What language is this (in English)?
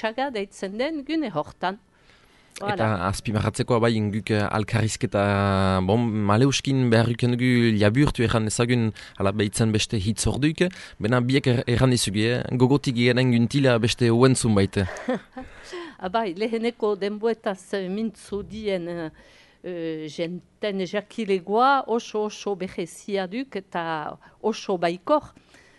Basque